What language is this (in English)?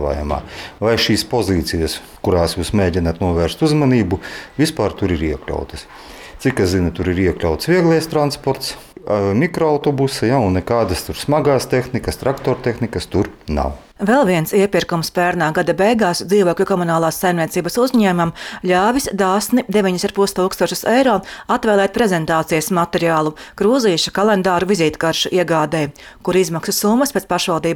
Latvian